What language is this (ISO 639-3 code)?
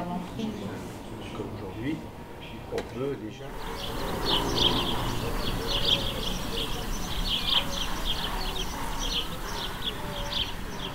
fra